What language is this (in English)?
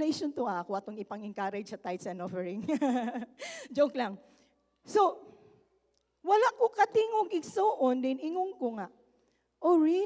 Cebuano